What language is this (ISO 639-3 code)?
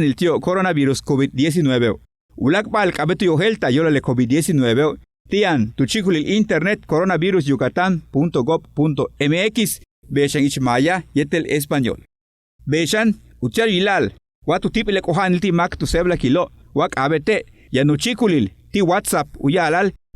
yua